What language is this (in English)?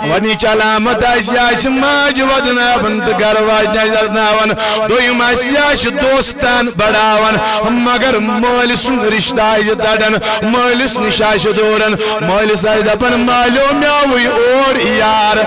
Kashmiri